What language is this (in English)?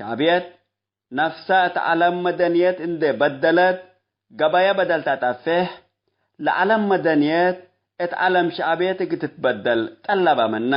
Tigre